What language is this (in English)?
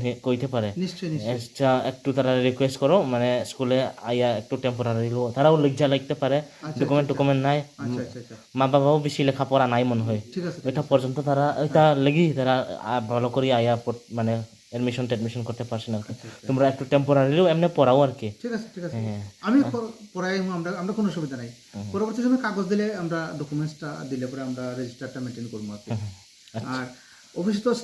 Riang (India)